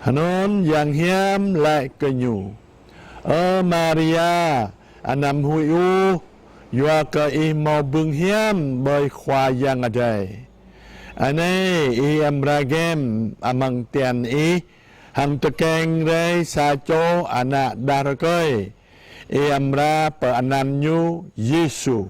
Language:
Jarai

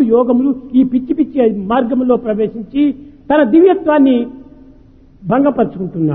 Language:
Telugu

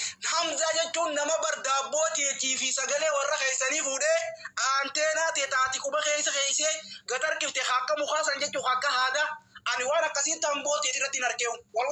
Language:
Oromo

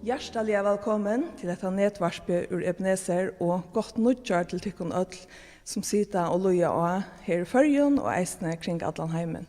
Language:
Faroese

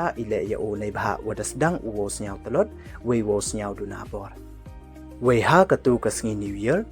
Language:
Pnar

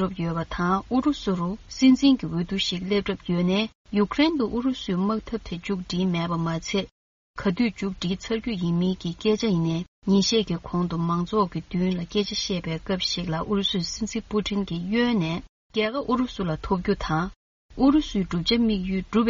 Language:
Tibetan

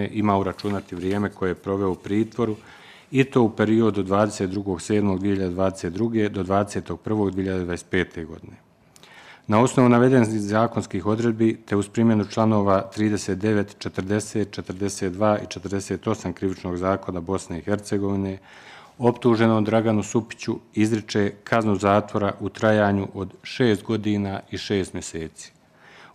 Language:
Bosnian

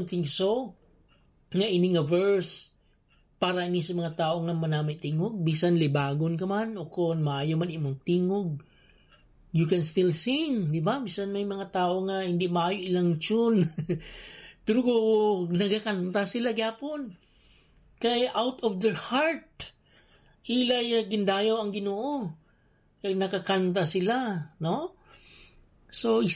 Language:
Hiligaynon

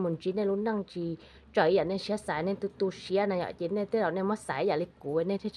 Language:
Hmong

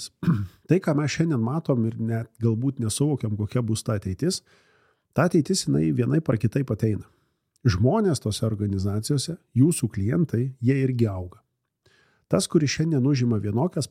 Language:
Lithuanian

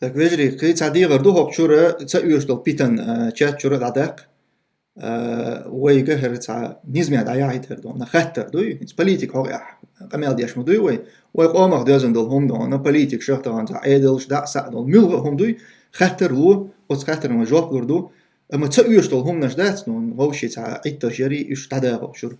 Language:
Chechen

